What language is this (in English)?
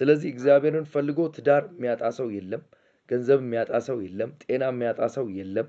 Amharic